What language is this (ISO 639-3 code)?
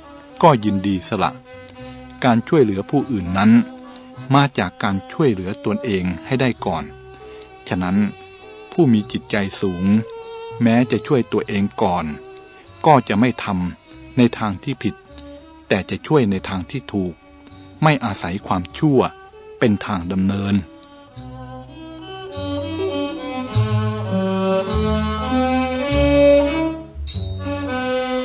tha